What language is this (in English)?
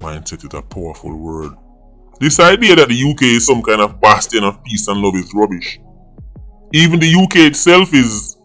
Jamaican Creole English